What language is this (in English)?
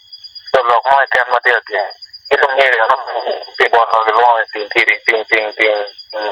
Acoli